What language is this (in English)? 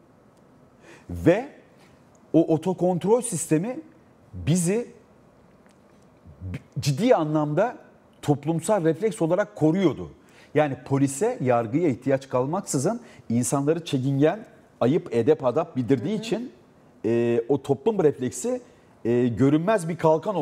Turkish